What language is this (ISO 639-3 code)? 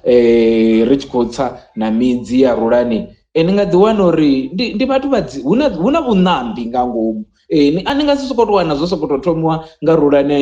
ven